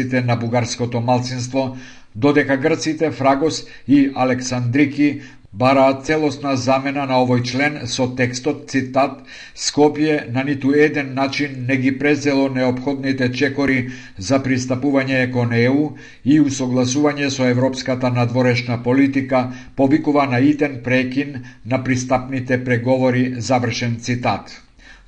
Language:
Macedonian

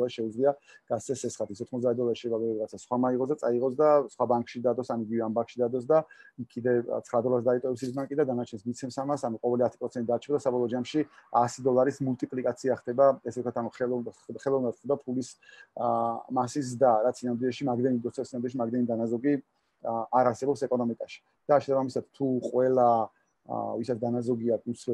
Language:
Georgian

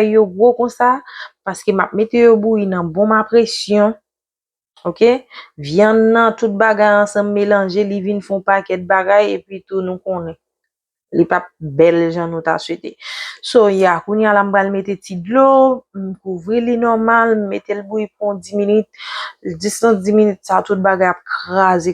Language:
Haitian Creole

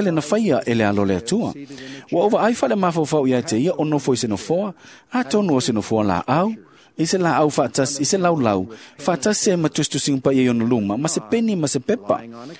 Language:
Samoan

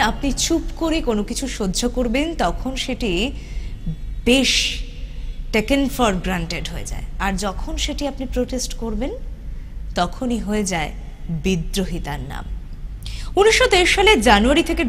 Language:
Bangla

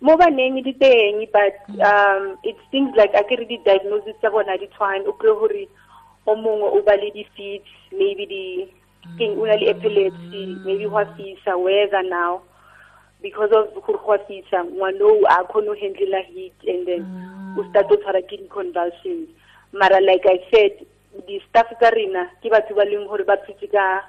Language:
Tswana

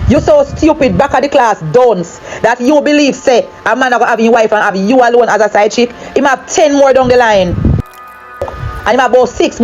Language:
Jamaican Creole English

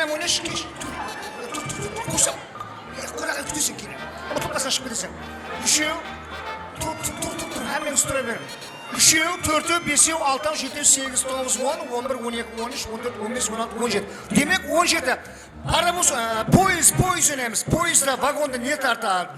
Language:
Kara-Kalpak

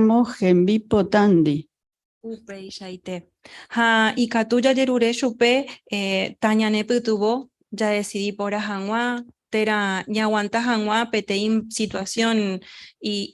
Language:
Guarani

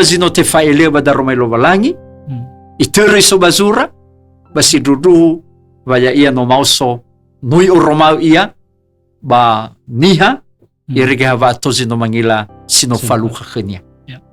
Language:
Nias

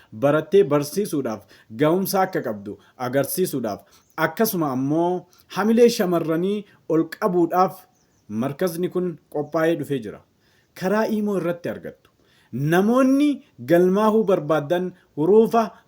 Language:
Oromo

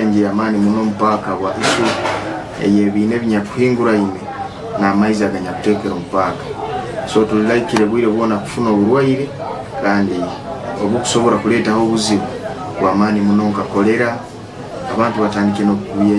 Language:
Nyankole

